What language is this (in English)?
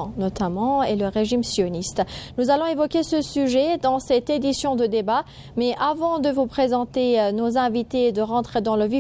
French